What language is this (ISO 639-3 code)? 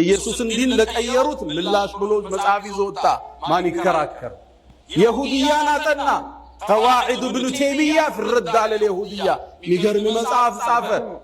amh